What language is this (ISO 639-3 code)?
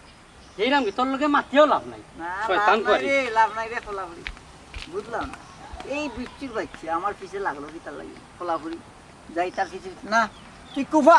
syl